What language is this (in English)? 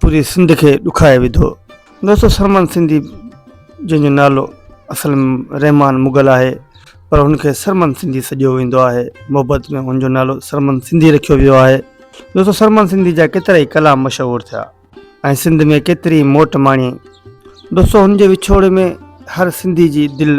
Sindhi